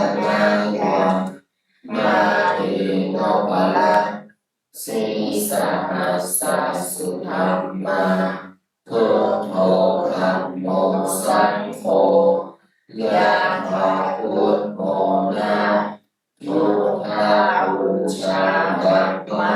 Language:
Pali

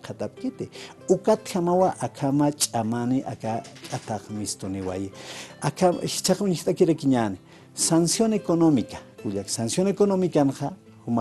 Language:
Aymara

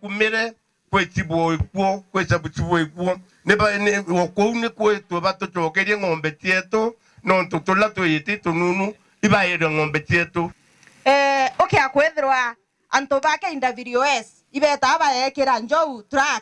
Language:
Meru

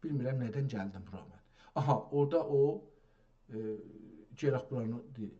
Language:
South Azerbaijani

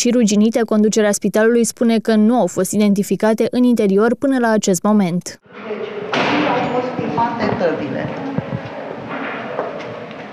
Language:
Romanian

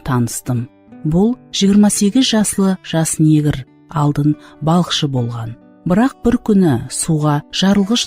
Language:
Kara-Kalpak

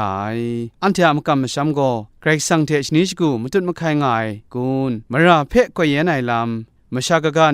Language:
Kachin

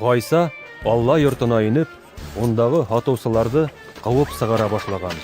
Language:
Bashkir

